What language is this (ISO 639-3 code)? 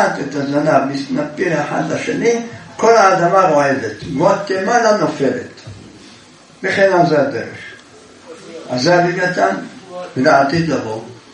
heb